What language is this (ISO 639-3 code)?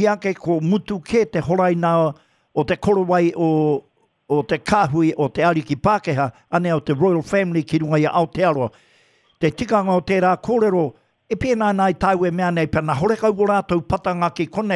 mri